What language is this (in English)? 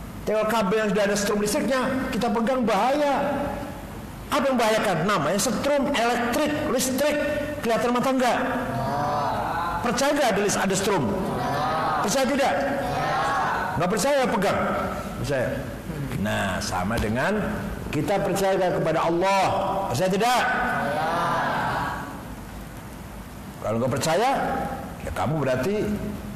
Indonesian